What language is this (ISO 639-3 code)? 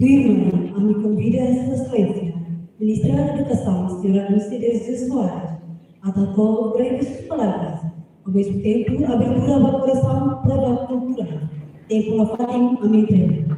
tet